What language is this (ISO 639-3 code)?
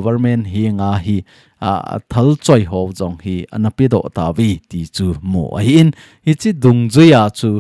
tcz